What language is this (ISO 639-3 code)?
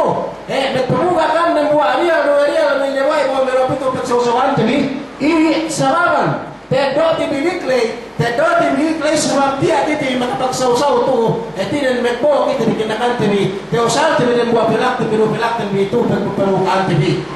yka